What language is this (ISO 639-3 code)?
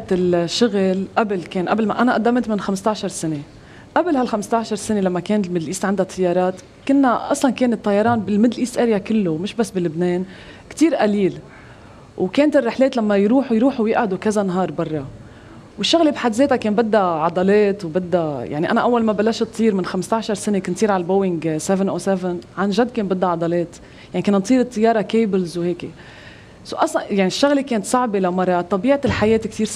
apc